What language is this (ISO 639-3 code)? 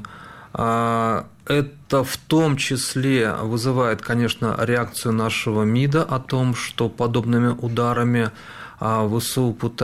rus